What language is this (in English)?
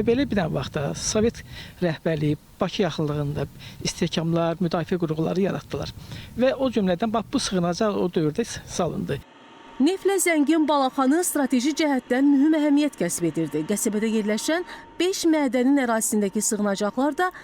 Azerbaijani